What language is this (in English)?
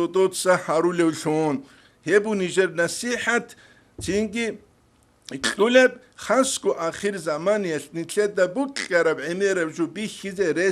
Avaric